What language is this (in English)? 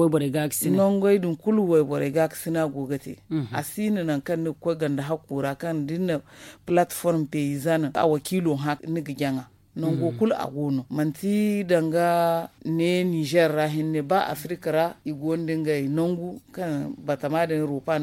Zarma